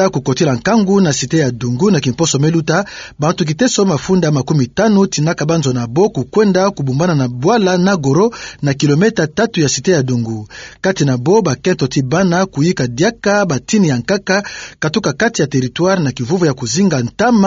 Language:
Kituba (Democratic Republic of Congo)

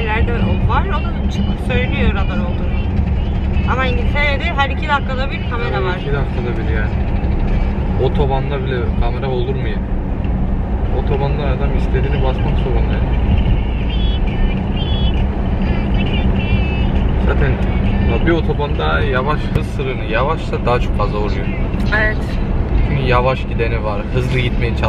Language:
Turkish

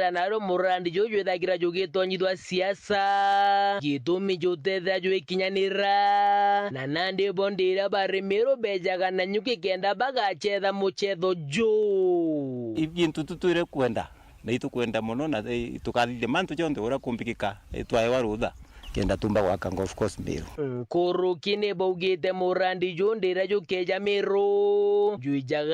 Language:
Meru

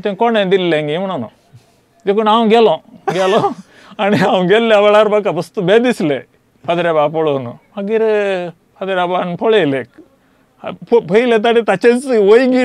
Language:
Konkani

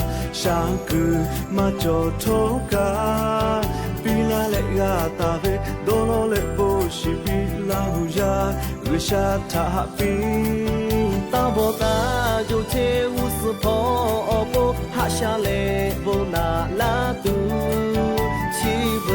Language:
Lahu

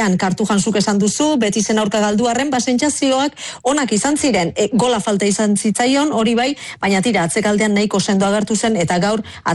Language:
Basque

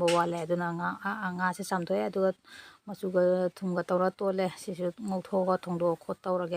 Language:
Manipuri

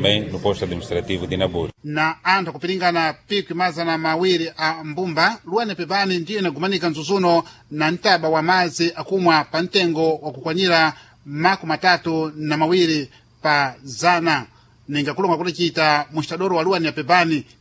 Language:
Sena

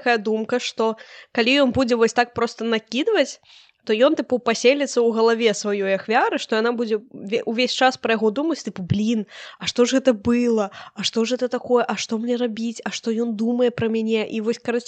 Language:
Belarusian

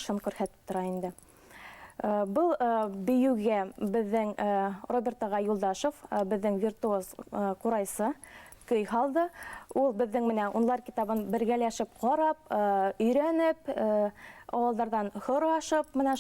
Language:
Bashkir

